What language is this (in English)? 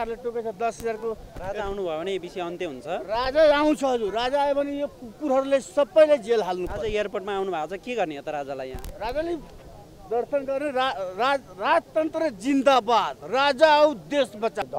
Nepali